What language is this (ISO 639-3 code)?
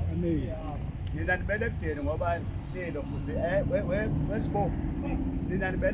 zul